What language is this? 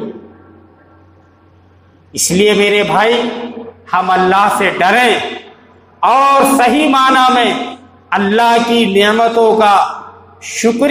Urdu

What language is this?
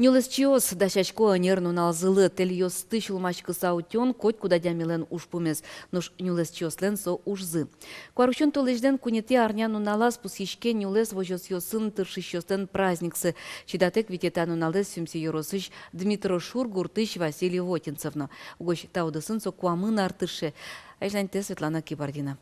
Udmurt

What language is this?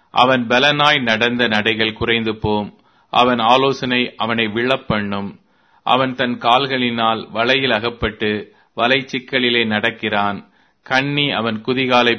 Tamil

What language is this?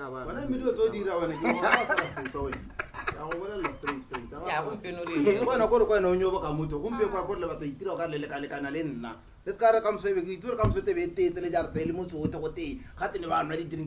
Tswana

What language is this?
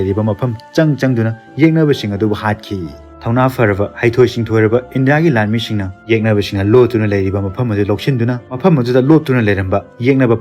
Manipuri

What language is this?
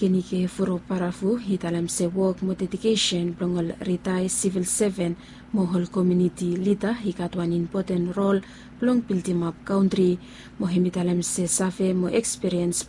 Bislama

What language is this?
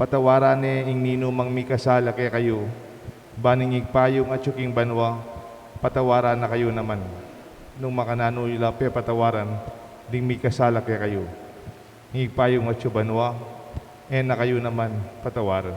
Pampanga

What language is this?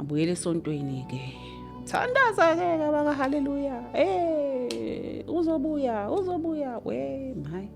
Zulu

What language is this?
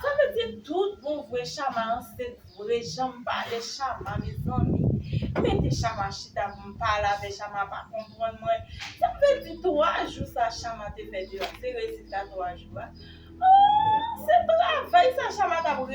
Haitian Creole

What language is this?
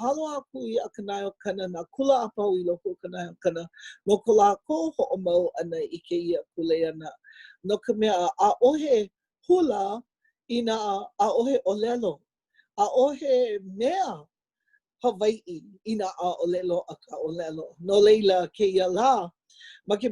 Hawaiian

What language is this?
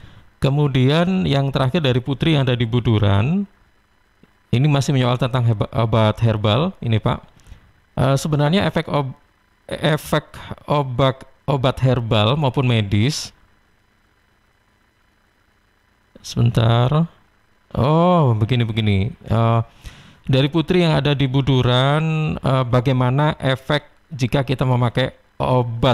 Indonesian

